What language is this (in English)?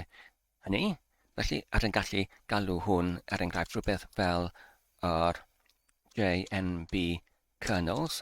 Welsh